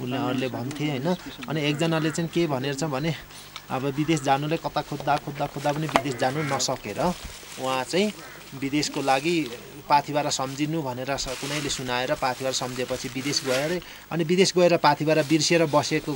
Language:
Nepali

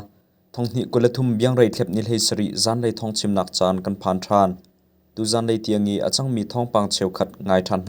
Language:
Hakha Chin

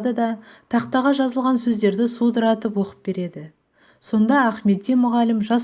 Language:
Kazakh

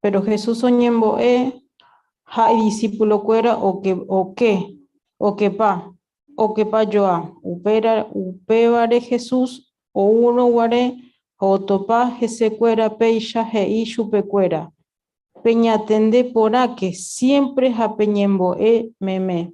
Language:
Guarani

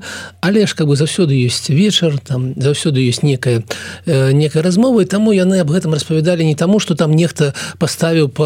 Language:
Belarusian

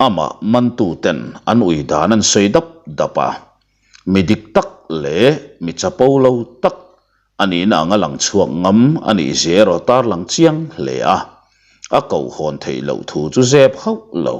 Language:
Mizo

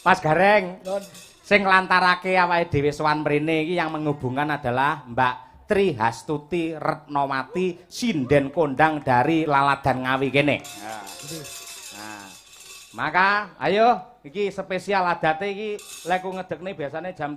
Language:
Javanese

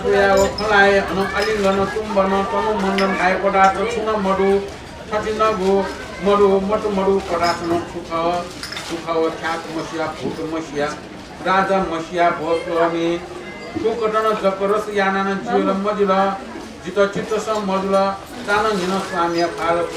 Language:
Newari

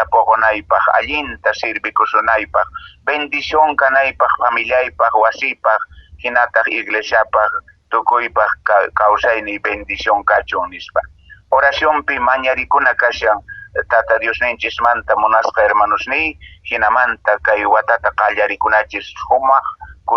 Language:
Quechua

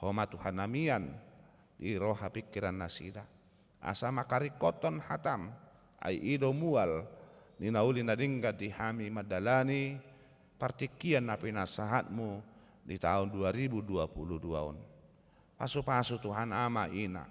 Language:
Batak Toba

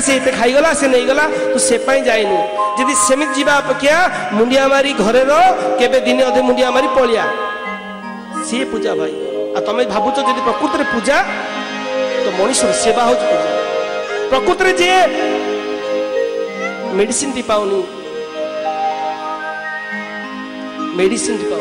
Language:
Odia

